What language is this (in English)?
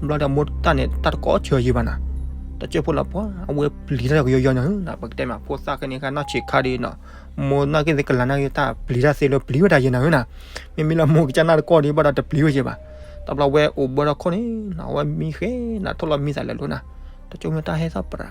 S'gaw Karen